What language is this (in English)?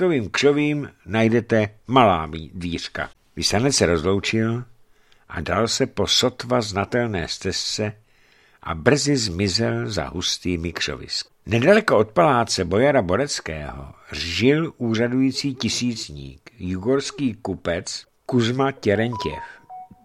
Czech